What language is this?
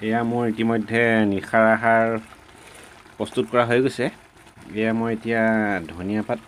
Assamese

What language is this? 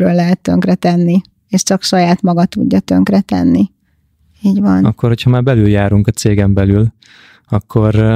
Hungarian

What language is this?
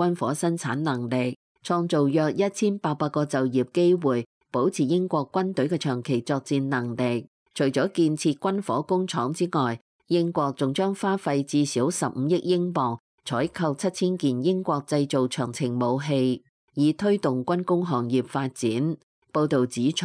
Cantonese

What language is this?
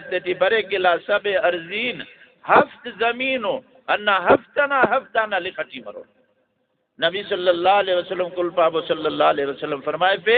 Brahui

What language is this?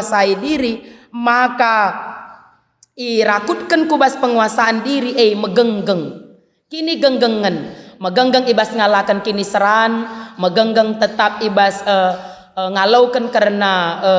Batak Karo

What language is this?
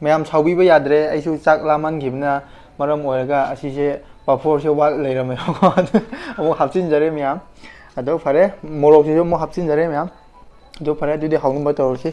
Manipuri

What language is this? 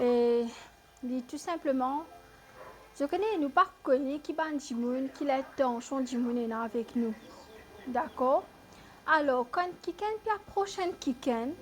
Morisyen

